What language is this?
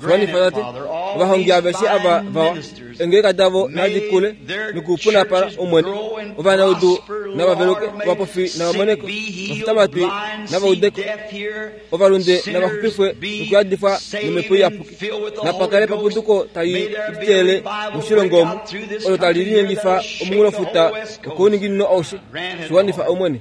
Kuanyama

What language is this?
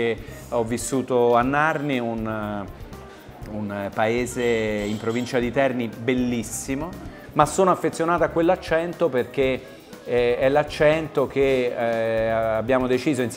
Italian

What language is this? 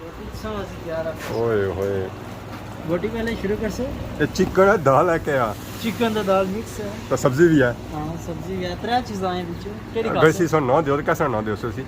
Pahari-Potwari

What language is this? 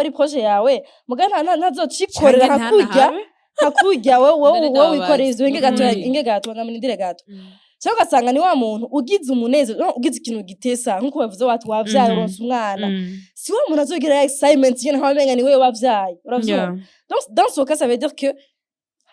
Rundi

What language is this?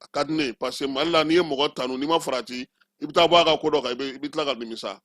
Bambara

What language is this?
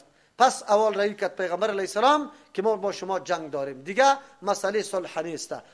Persian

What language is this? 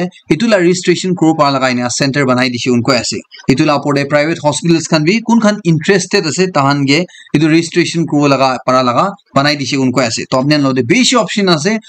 Naga Pidgin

